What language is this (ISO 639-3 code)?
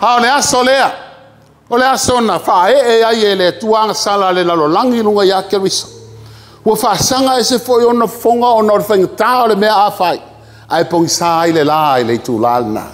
smo